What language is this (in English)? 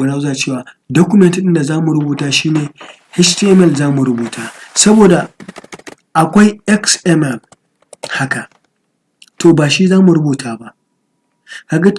Hausa